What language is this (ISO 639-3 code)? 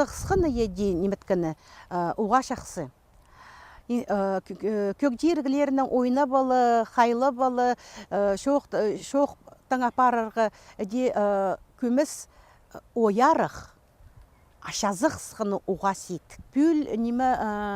kjh